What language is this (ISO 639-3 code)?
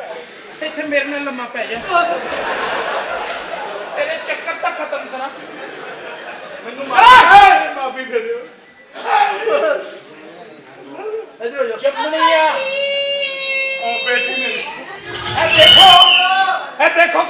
pan